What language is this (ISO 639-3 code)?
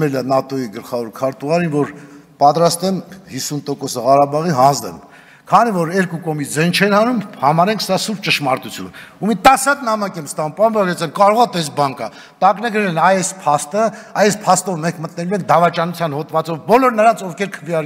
hye